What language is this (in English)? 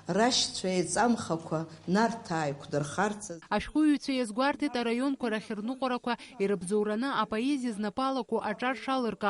Abkhazian